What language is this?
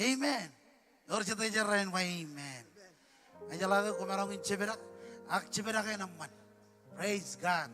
Marshallese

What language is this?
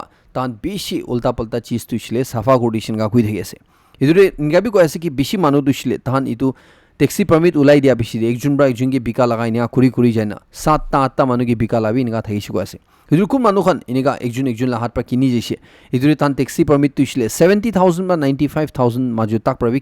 Naga Pidgin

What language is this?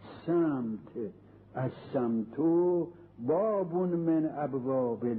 Persian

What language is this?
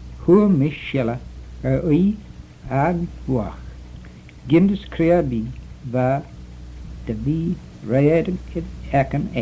Manx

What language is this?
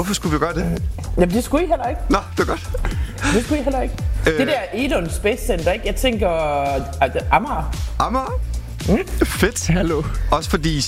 Danish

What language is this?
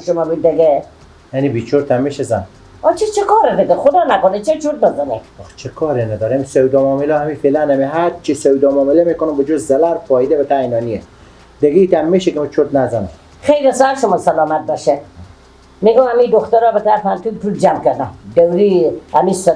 Persian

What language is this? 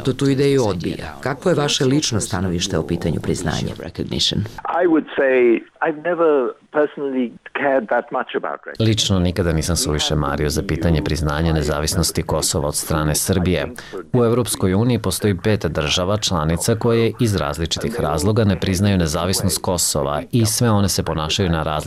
Serbian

